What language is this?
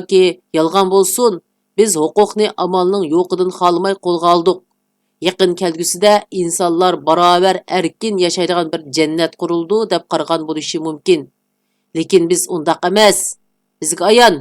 Uyghur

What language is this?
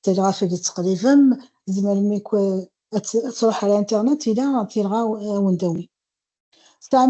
Kabyle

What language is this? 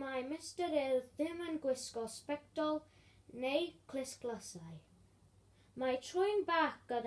Welsh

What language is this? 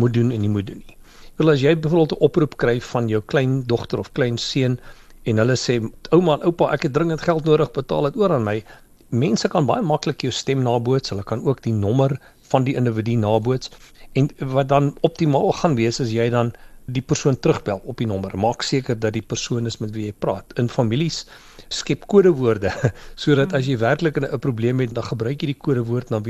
Afrikaans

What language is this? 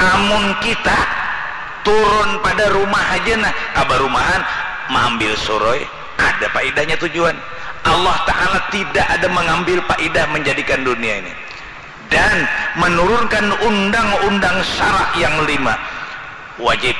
Banjar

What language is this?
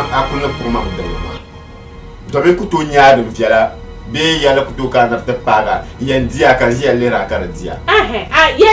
Dagbani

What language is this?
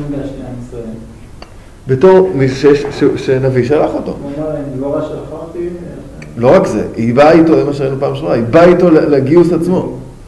Hebrew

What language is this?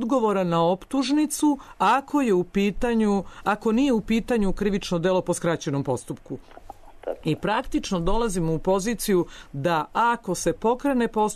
Serbian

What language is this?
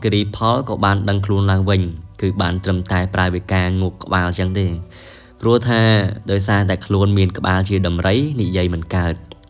Khmer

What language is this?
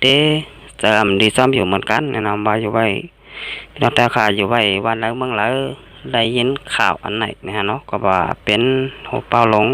Shan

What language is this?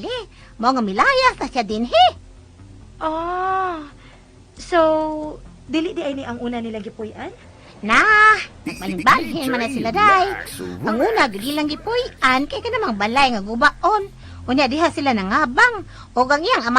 Cebuano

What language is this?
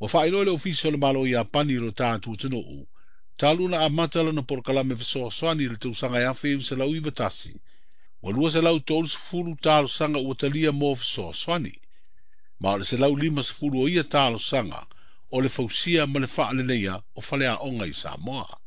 Samoan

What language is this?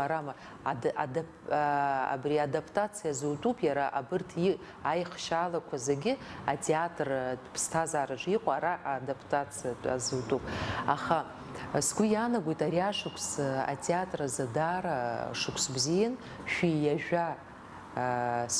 Abkhazian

